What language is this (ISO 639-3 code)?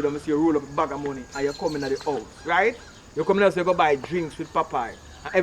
jam